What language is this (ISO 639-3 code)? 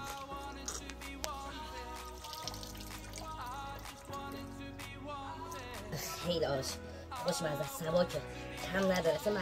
fas